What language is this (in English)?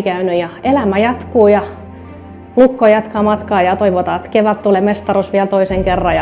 Finnish